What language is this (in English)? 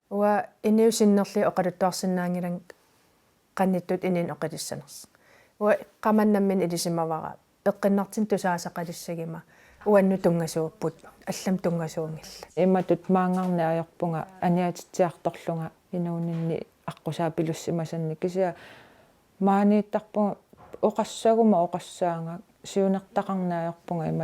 Kalaallisut